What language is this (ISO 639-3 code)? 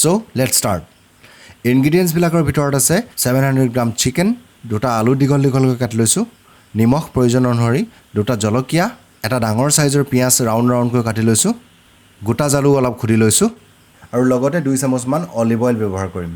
asm